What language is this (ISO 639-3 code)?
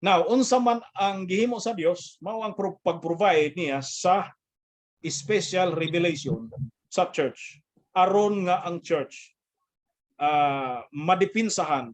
ceb